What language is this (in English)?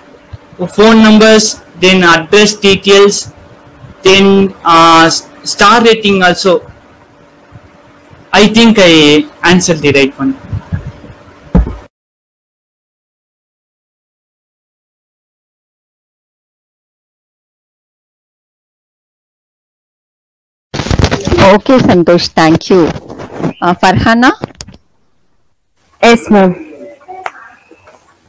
English